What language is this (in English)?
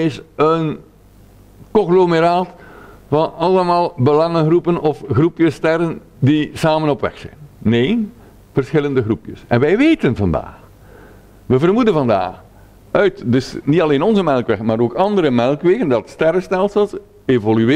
Dutch